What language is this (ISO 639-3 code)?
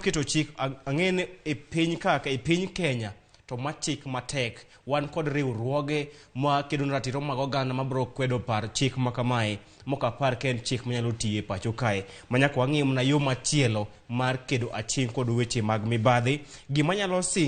luo